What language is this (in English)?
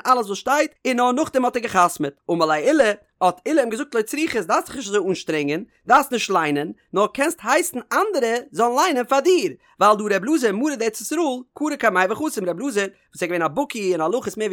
Yiddish